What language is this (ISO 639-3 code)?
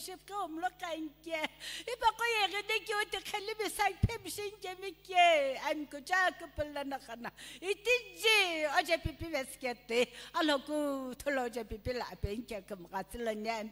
nsm